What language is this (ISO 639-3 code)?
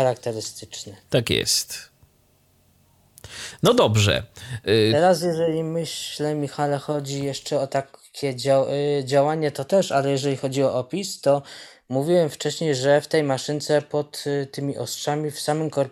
pol